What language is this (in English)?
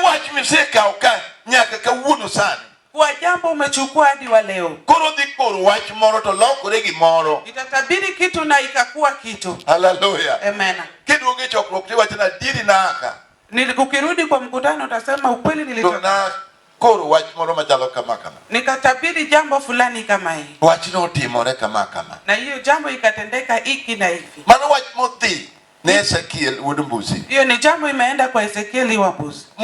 Luo (Kenya and Tanzania)